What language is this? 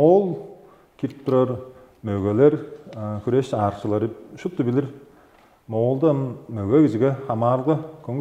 Tuvinian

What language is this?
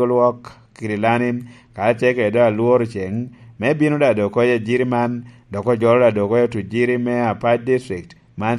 Lango (Uganda)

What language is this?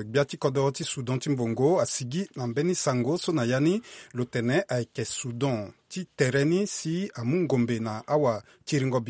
Sango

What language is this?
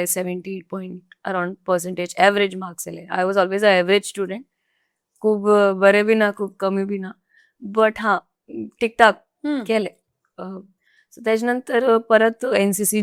Konkani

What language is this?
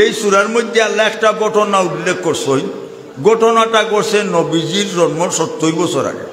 Sylheti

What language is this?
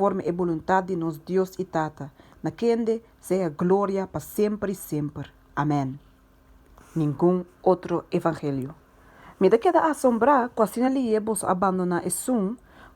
Papiamento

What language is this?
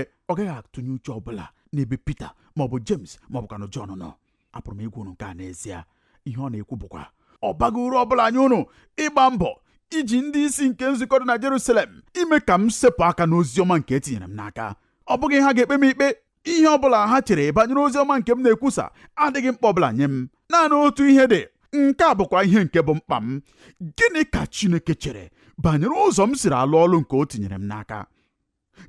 Igbo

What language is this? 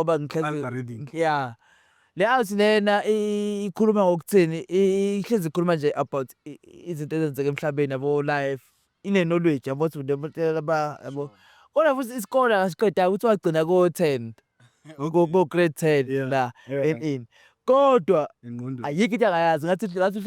Zulu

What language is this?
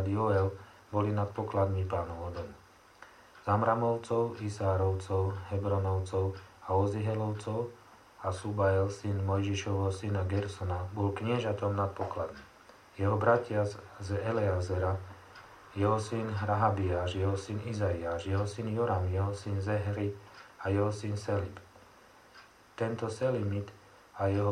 Slovak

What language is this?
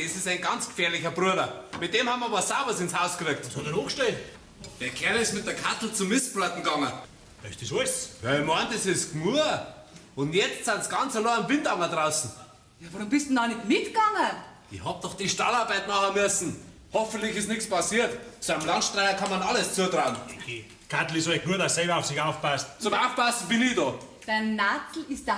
Bavarian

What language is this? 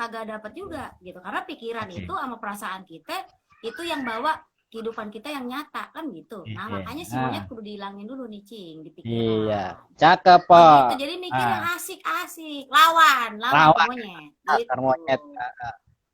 Betawi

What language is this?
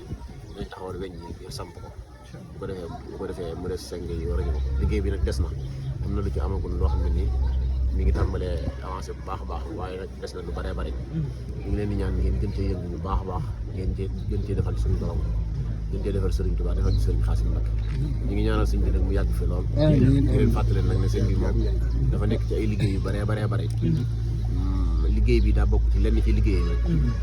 Wolof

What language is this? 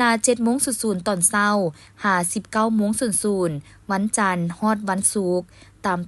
Lao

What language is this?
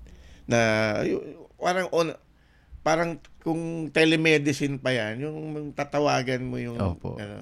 Filipino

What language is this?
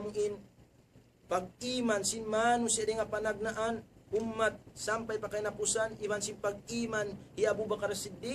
Tausug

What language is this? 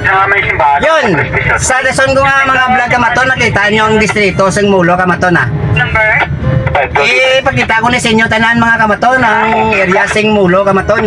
Hiligaynon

